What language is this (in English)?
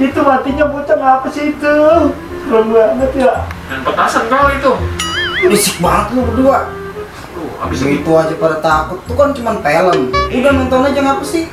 Betawi